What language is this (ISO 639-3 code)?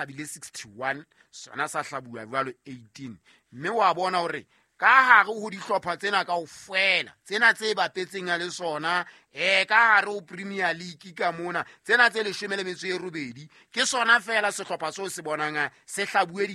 sot